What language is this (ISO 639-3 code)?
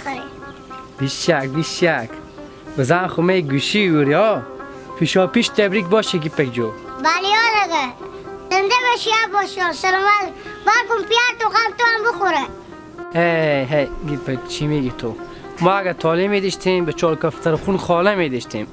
haz